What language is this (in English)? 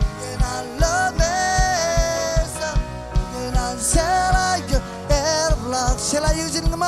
Marshallese